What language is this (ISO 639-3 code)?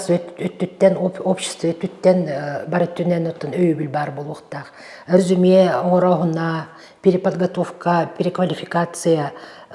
sah